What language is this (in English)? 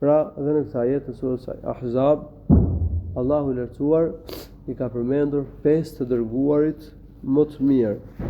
Albanian